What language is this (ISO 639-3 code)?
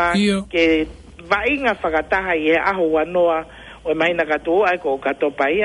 ton